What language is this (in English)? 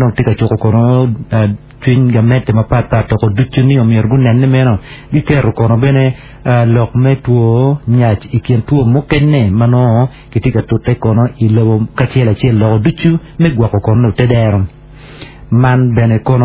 Acoli